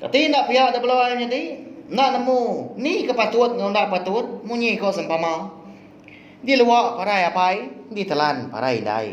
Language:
Iban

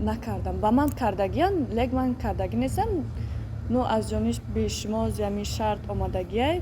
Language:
Tajik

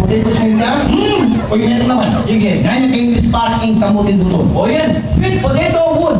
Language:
Pampanga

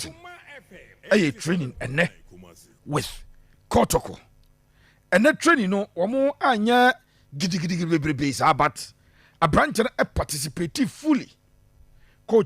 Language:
Akan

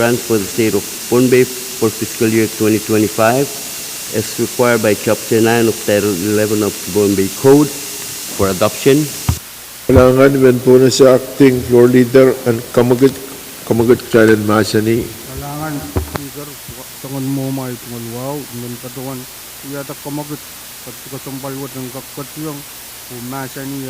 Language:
Pohnpeian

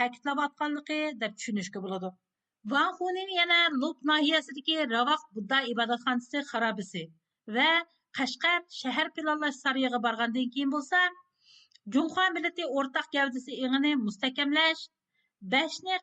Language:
Uyghur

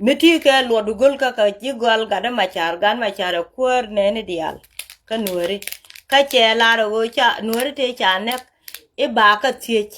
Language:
Nuer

